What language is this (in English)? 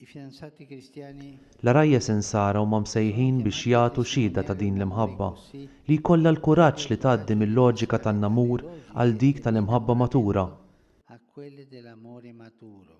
Maltese